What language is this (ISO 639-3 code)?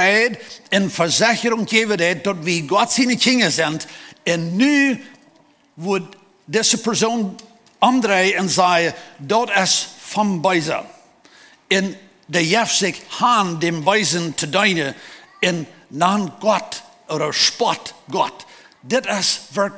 pdt